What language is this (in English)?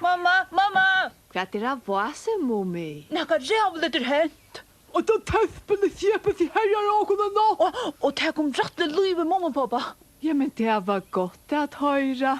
Faroese